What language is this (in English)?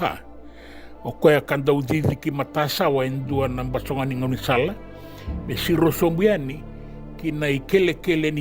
Fijian